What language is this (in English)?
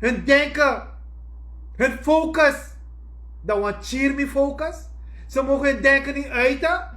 Sranan Tongo